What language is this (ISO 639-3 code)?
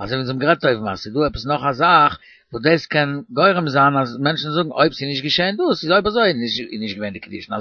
yid